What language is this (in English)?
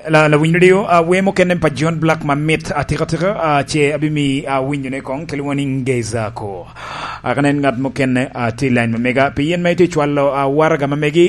Lango (Uganda)